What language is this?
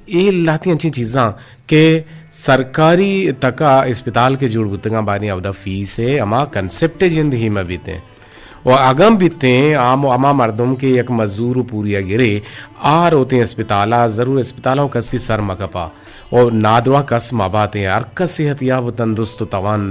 Eastern Balochi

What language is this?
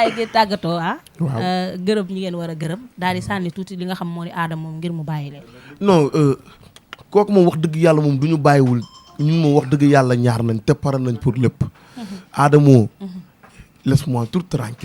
Wolof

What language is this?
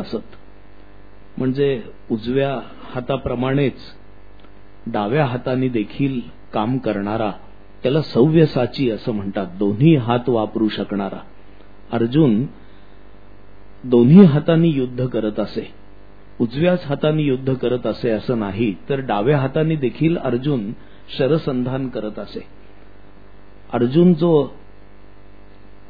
Marathi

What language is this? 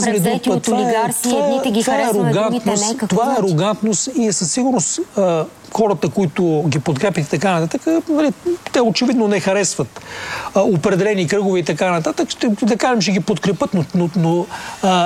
Bulgarian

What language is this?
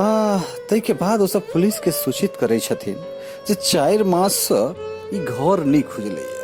Maithili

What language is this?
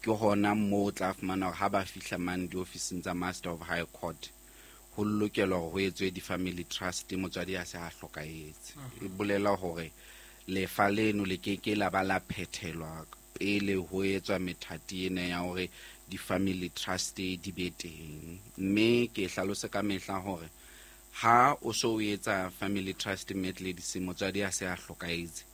Southern Sotho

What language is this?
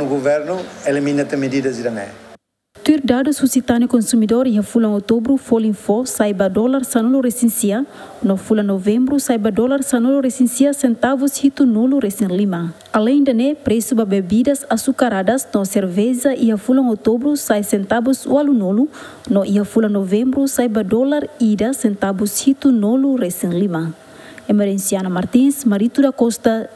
Tetum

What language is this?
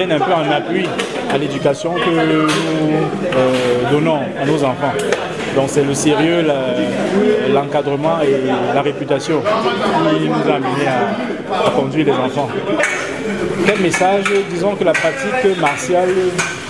French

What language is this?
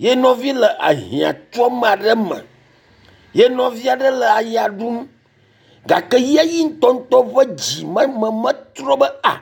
Ewe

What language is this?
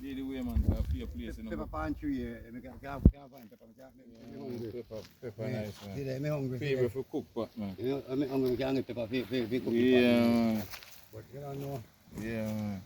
Jamaican Creole English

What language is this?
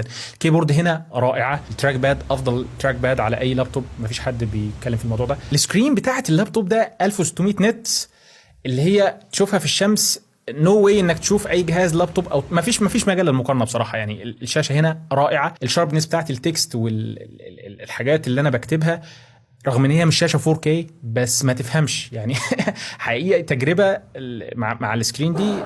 Egyptian Arabic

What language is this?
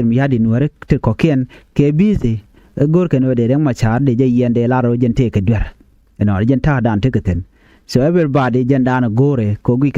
Nuer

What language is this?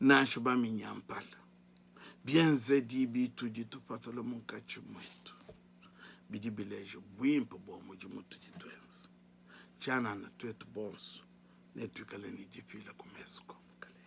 Luba-Lulua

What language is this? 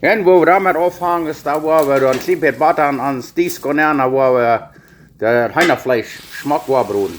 Plautdietsch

